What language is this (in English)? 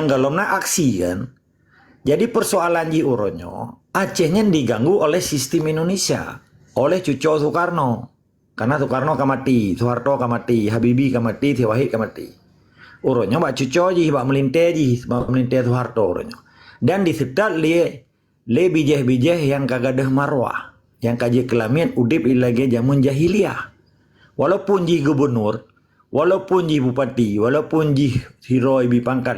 Achinese